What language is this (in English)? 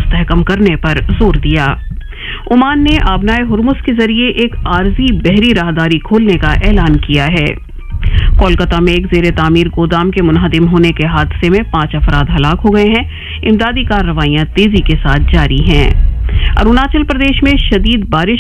Urdu